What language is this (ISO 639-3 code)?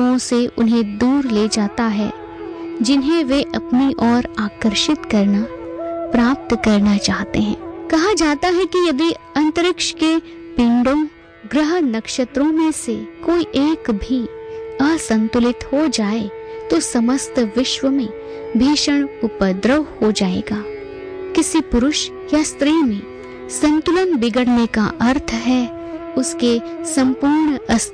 hin